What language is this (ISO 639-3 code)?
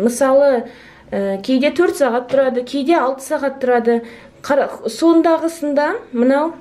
kaz